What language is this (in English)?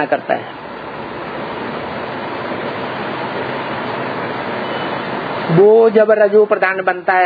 Hindi